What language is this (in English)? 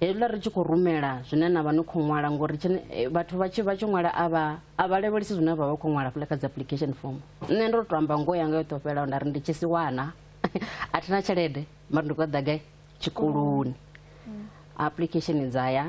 Venda